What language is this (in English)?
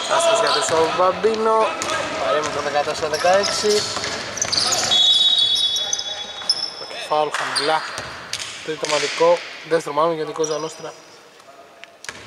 Greek